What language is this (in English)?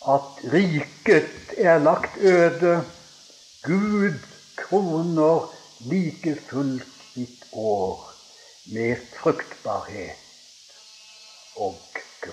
Norwegian